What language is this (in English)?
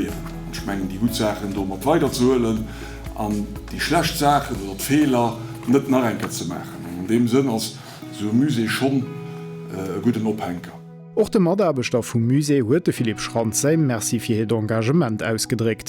Luxembourgish